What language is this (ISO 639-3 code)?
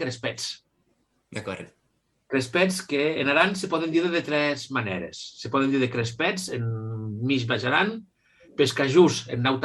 oci